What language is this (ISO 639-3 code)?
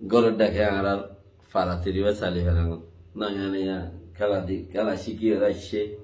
rhg